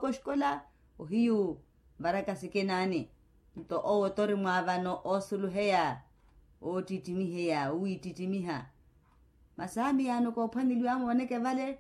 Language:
Makhuwa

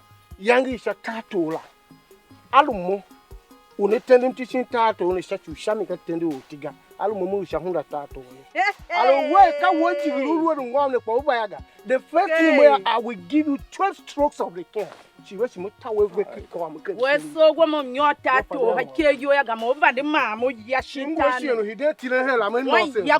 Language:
Tiv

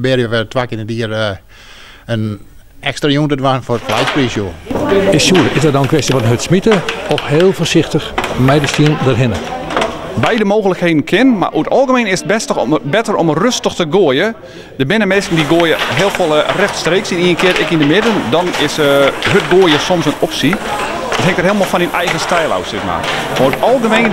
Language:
Western Frisian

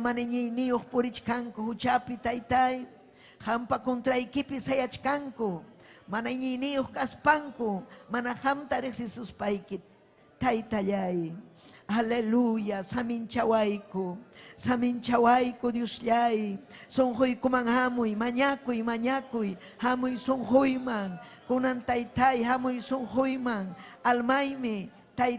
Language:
Ayacucho Quechua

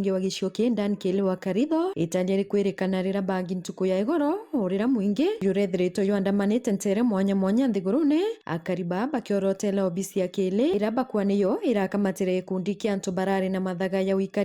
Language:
Meru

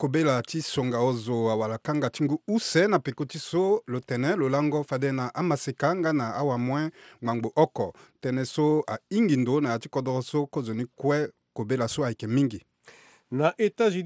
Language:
Sango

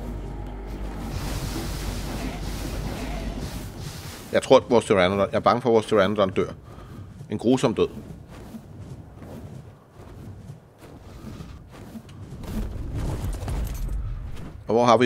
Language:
Danish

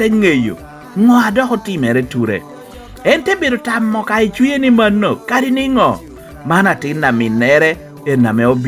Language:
Lango (Uganda)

